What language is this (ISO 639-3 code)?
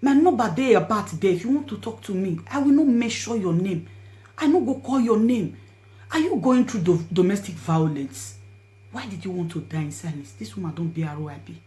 pcm